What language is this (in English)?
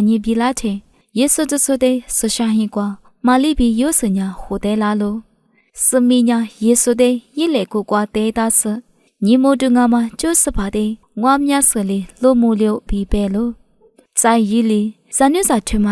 Lisu